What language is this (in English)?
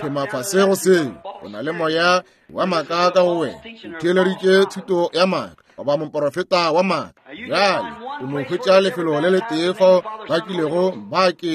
Northern Sotho